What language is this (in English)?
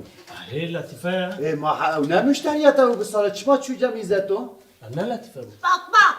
Kurdish